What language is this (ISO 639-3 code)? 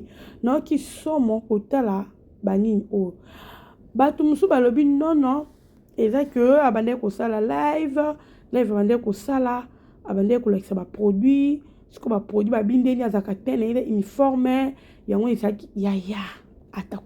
lin